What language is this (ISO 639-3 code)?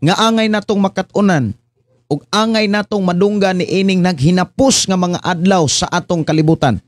ceb